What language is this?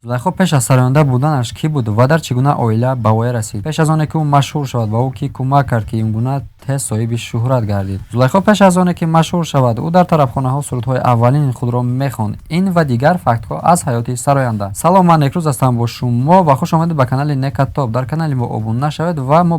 Tajik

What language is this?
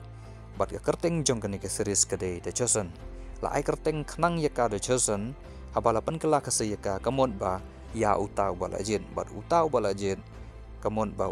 Khasi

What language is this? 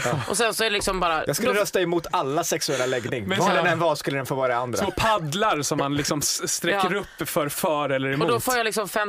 Swedish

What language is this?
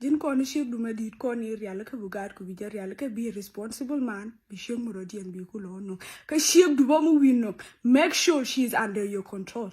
Nuer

